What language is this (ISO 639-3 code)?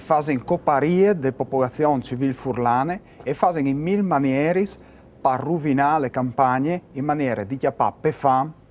fur